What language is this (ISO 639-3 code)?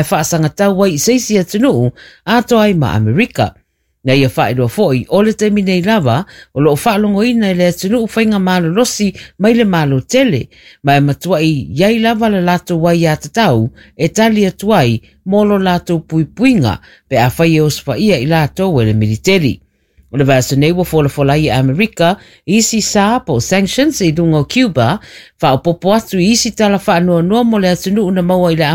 smo